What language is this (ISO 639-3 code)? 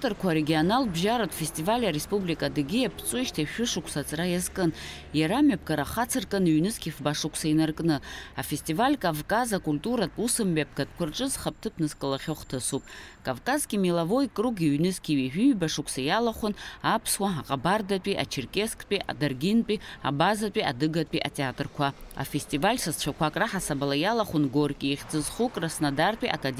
abk